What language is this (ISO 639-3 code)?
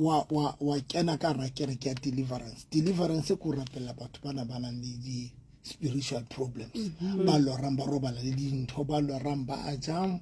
sot